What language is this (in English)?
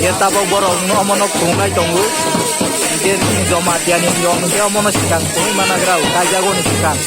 Kok Borok